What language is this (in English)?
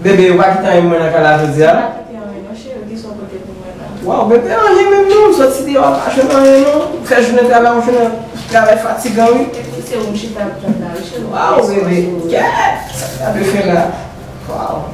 Haitian Creole